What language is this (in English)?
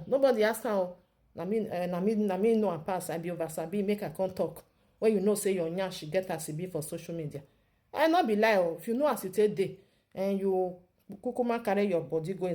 Nigerian Pidgin